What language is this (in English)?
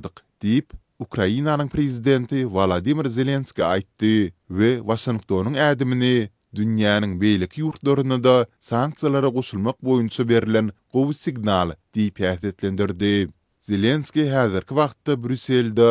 Turkmen